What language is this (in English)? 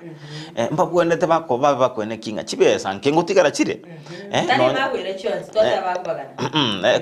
Gusii